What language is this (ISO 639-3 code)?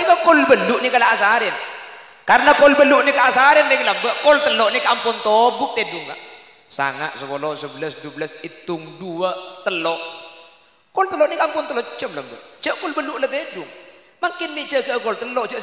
mad